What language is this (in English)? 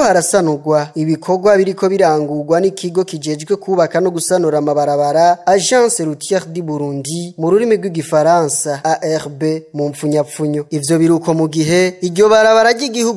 Rundi